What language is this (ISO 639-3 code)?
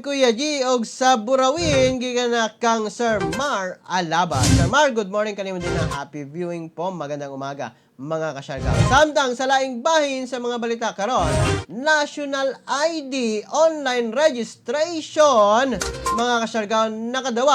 ceb